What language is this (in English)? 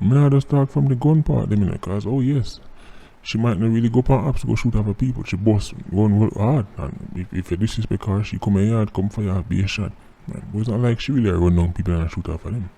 Jamaican Creole English